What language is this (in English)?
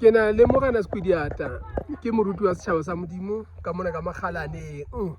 Southern Sotho